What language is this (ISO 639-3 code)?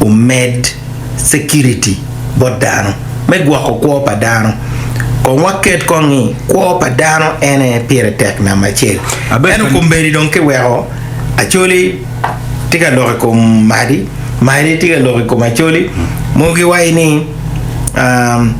ach